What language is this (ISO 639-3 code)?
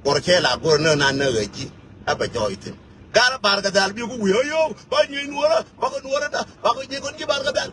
nus